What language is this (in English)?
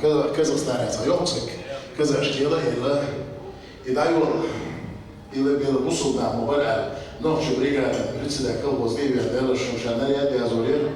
Chechen